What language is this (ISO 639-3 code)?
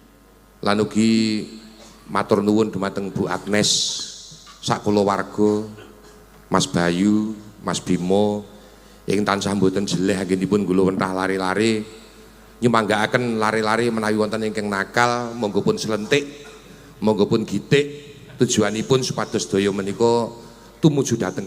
jav